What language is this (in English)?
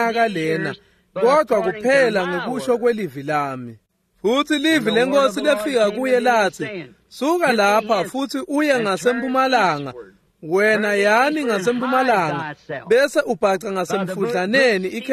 Swati